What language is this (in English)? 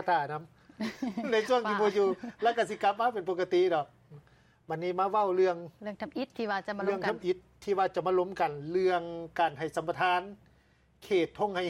Lao